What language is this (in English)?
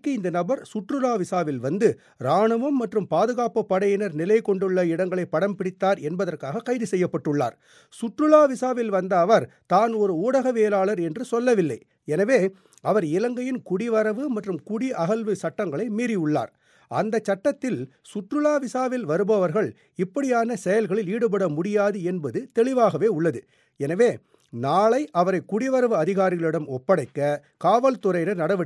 Tamil